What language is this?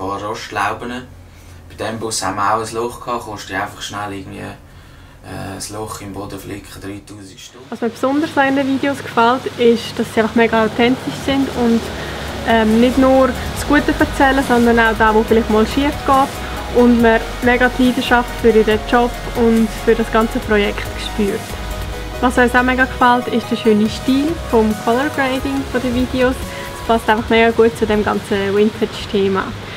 Swiss German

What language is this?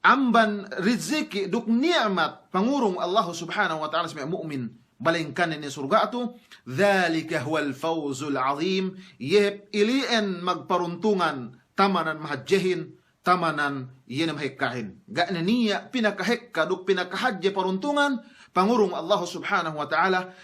Yakan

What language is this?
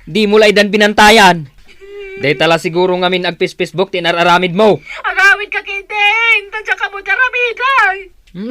Iloko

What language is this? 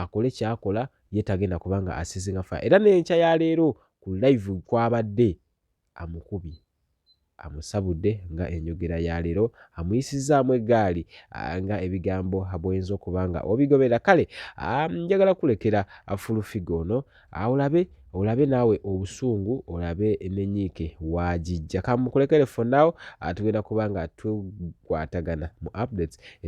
Ganda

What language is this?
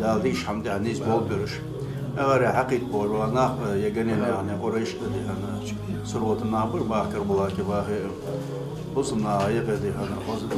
Ingush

